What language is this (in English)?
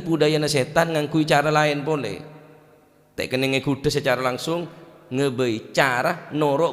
Madurese